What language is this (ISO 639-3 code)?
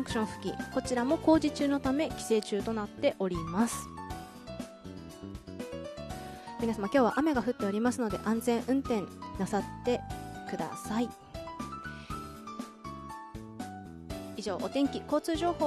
jpn